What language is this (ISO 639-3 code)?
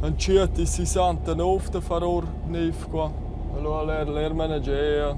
roh